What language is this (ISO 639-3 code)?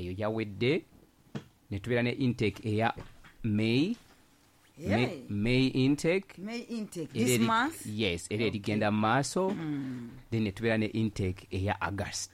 lug